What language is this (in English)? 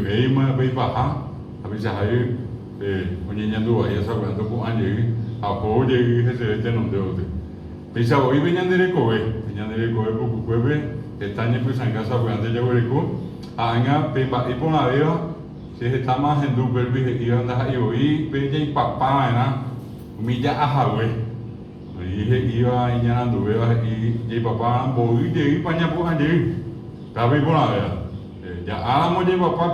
Guarani